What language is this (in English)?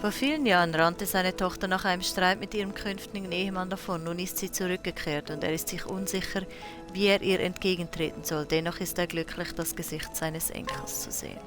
Swiss German